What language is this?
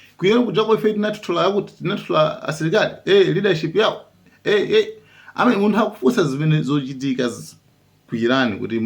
Nyanja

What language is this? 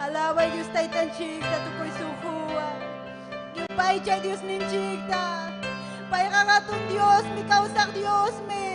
Ayacucho Quechua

